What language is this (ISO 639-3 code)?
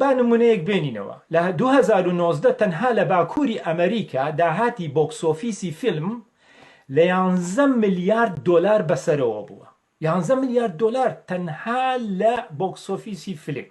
ckb